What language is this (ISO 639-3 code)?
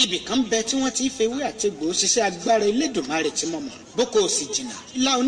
yor